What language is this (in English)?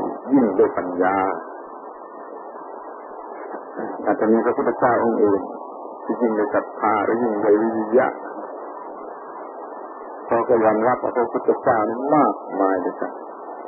Thai